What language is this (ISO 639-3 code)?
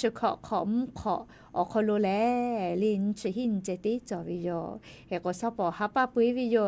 lhu